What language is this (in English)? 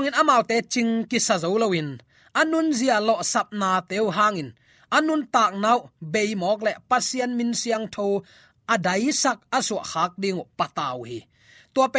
Tedim Chin